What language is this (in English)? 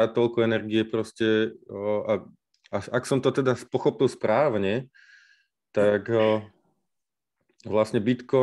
Slovak